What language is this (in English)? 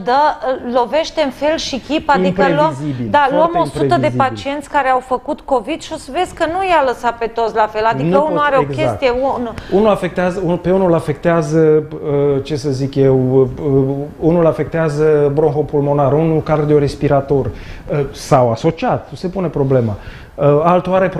Romanian